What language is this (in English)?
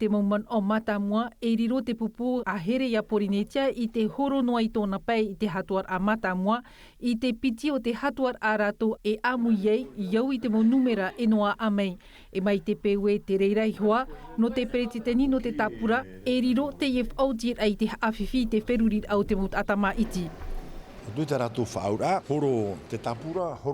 Tahitian